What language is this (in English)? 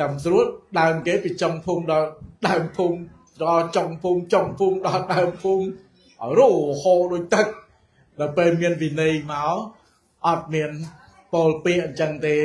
Khmer